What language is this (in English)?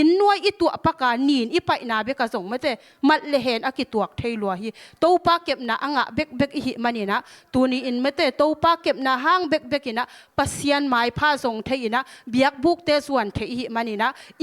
Tedim Chin